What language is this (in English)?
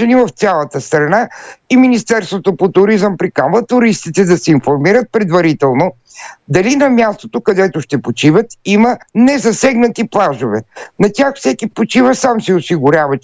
Bulgarian